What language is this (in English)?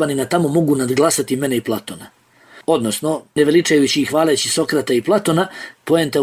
Bosnian